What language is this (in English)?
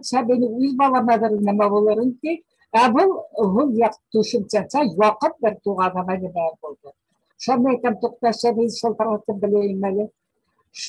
Bashkir